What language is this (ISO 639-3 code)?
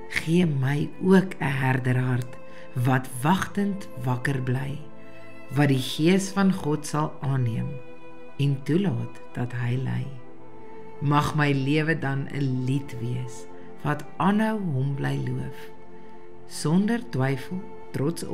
afr